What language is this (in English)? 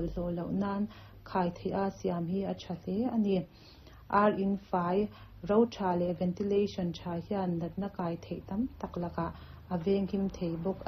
Mizo